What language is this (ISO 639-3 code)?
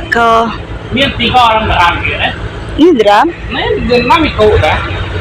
iba